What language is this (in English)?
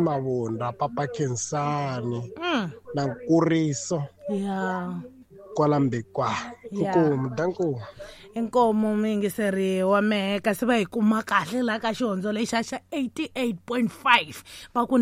Tsonga